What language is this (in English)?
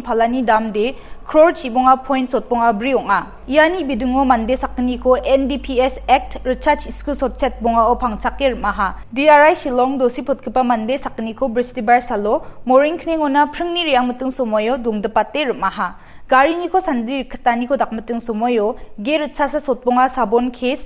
Garo